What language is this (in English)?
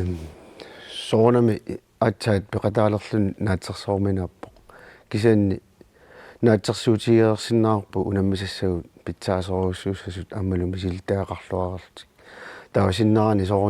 Kalaallisut